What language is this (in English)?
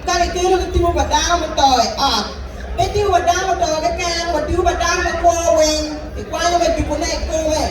Acoli